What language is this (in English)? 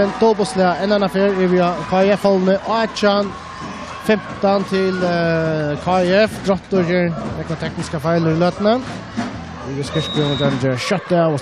Faroese